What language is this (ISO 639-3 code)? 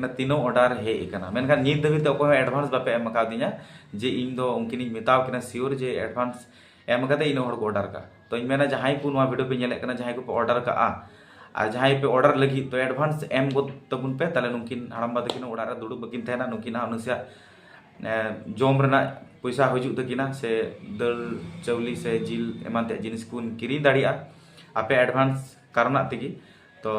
sat